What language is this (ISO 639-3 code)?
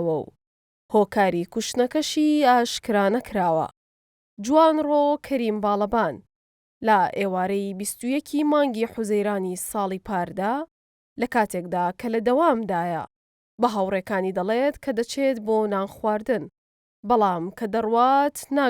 ckb